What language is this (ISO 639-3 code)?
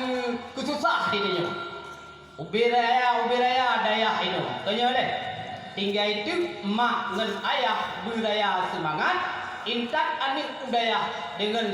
ace